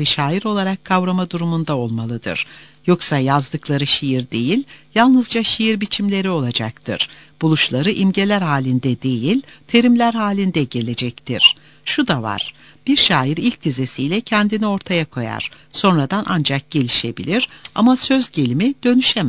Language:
Turkish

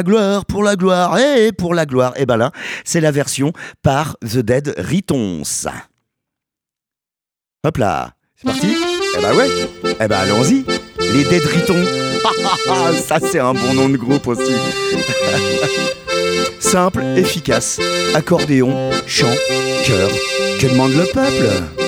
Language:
French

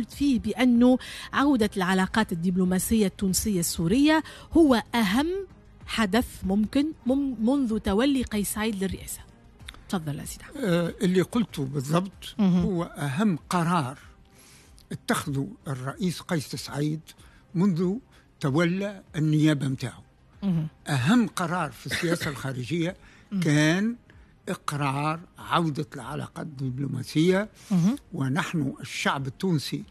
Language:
Tunisian Arabic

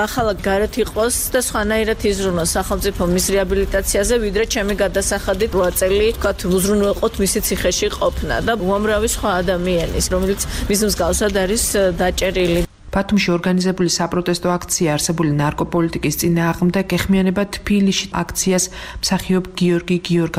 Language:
Georgian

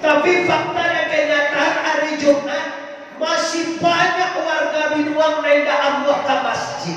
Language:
Minangkabau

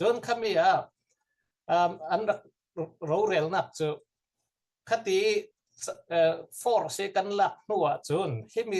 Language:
Falam Chin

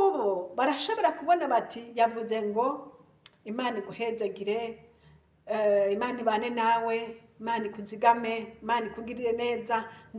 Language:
Rundi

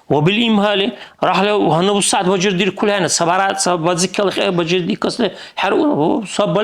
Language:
Dargwa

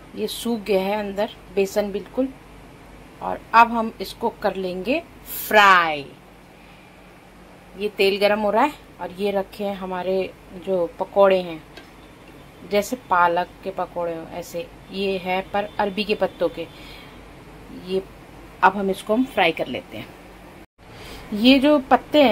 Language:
Hindi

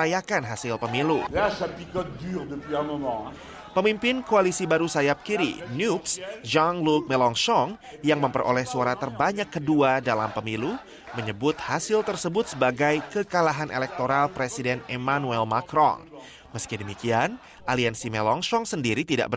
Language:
Indonesian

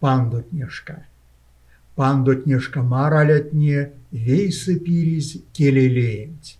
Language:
Erzya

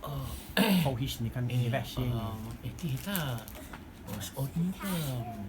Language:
Rotuman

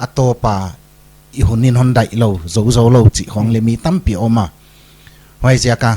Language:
Paite Chin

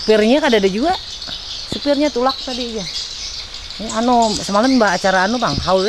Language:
Banjar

